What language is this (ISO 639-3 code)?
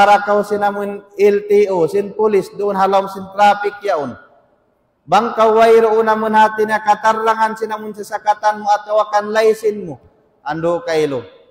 tsg